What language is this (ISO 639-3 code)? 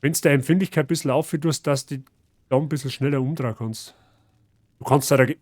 bar